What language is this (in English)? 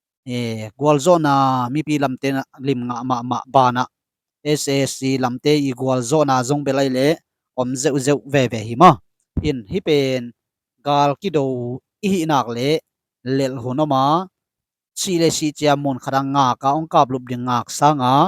Tedim Chin